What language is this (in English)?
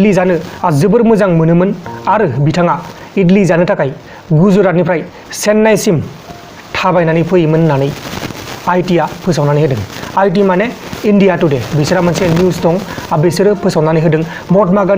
Bodo